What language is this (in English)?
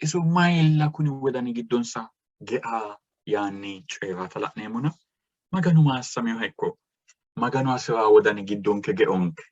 Sidamo